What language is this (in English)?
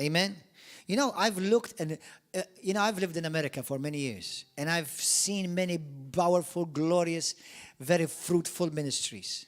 English